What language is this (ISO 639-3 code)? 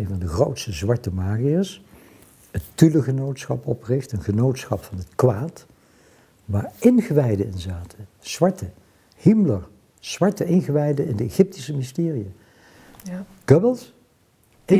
nld